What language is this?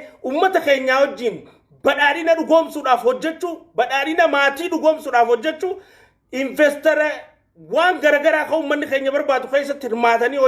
Oromo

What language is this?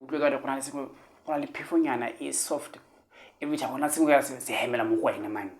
Tswana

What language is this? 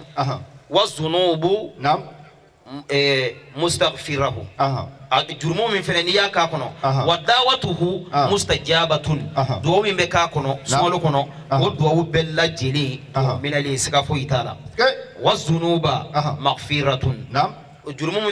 Bambara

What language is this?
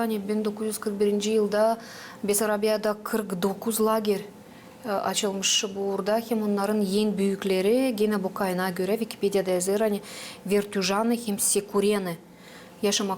Gagauz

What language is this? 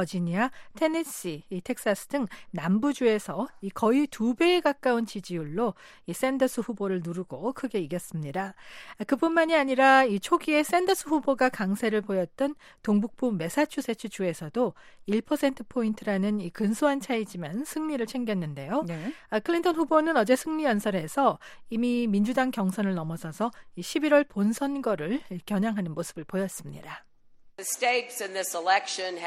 Korean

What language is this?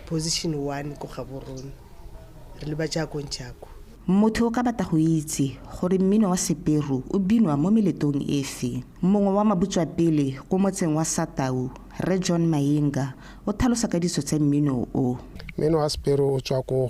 Tswana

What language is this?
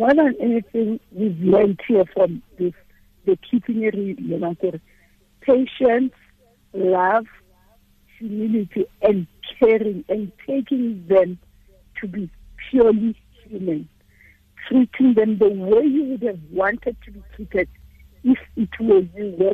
Tswana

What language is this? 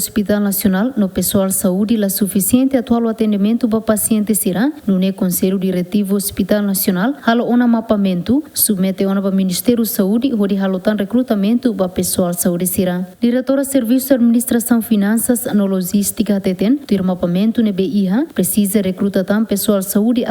Tetum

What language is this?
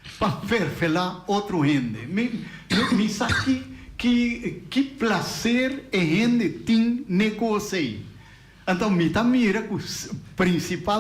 Papiamento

